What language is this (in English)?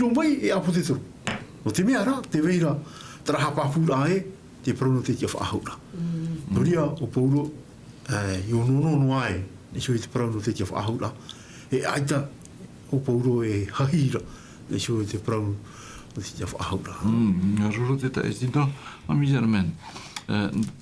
Tahitian